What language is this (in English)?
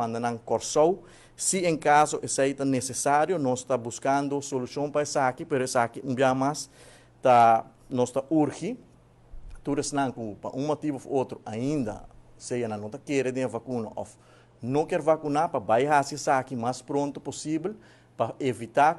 Papiamento